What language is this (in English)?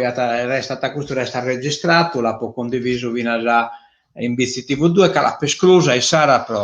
Sardinian